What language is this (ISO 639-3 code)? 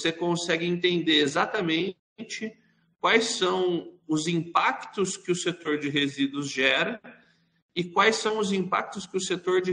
por